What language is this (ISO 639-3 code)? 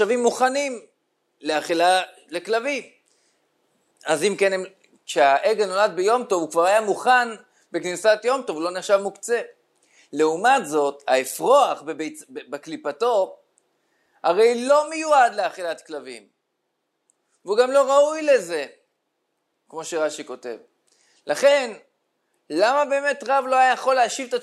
heb